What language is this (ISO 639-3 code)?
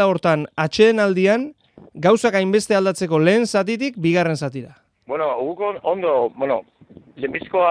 eus